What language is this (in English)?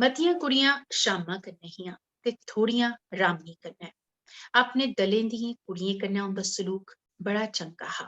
Dogri